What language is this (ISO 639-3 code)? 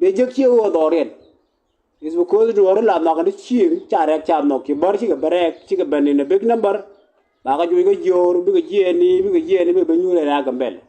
nus